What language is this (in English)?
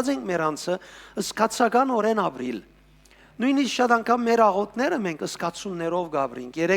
Western Armenian